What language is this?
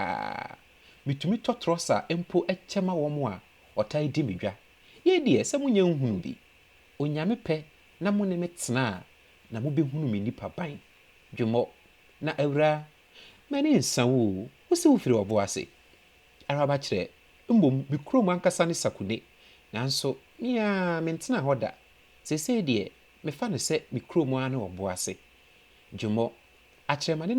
Akan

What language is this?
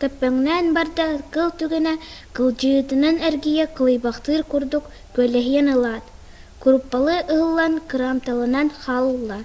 Yakut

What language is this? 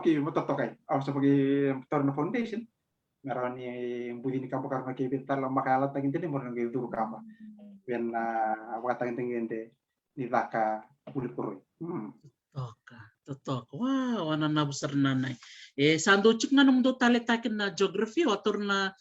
Fijian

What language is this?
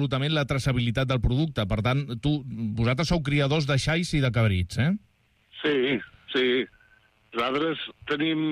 Catalan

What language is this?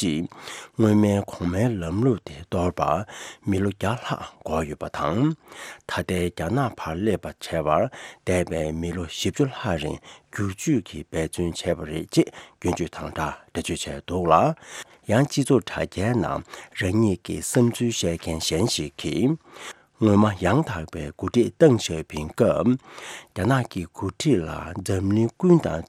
Tibetan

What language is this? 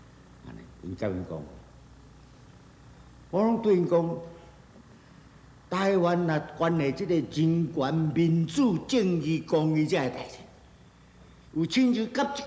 Min Nan Chinese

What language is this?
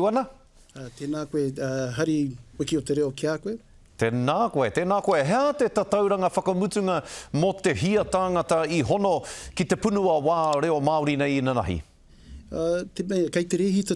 Māori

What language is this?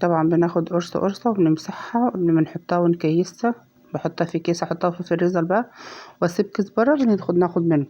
Egyptian Arabic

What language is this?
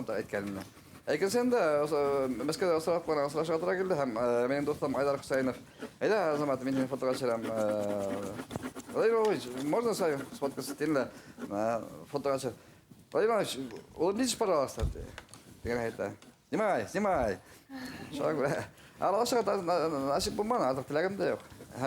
Bashkir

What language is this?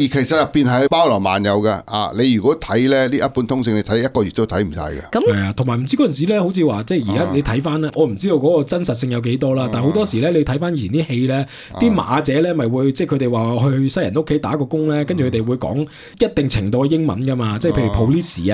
Cantonese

